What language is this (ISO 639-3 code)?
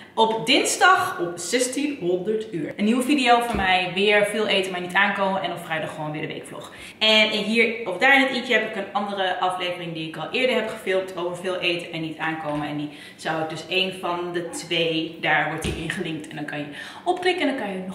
nld